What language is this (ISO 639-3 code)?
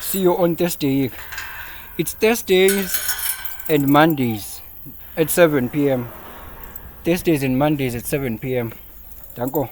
zul